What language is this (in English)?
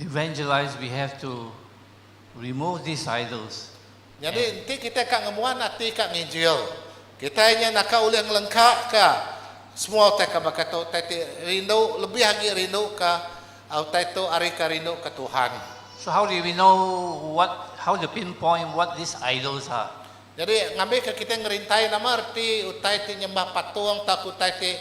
Iban